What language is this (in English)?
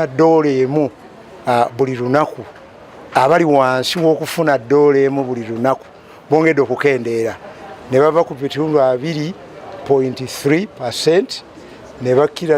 Nyankole